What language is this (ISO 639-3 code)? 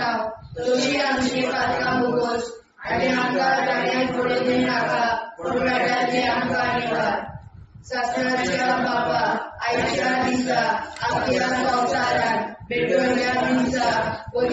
kok